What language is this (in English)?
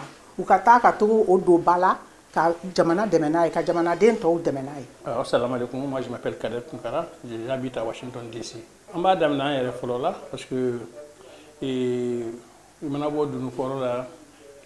Bambara